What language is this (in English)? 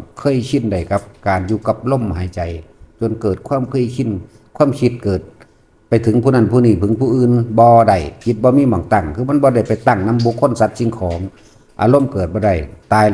Northeastern Thai